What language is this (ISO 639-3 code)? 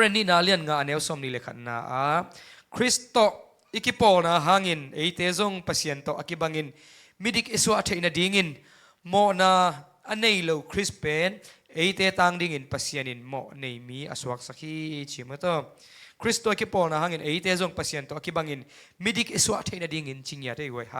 ctd